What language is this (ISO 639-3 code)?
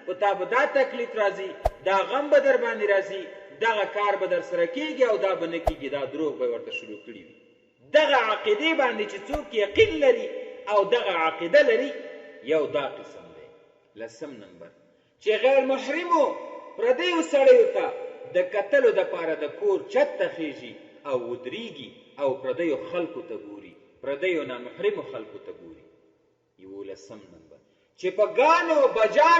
pus